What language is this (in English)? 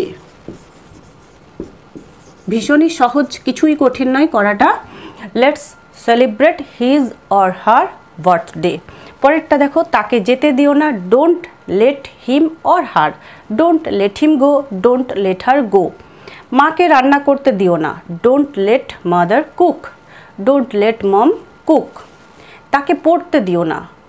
Bangla